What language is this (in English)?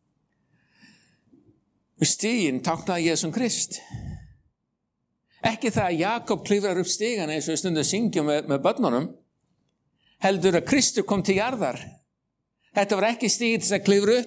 Icelandic